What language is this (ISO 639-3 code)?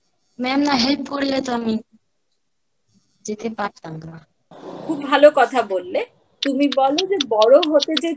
ben